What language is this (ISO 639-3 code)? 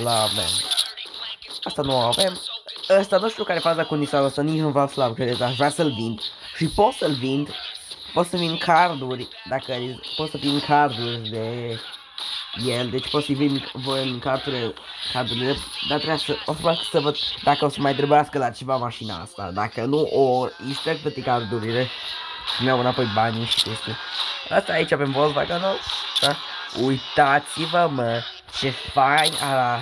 ron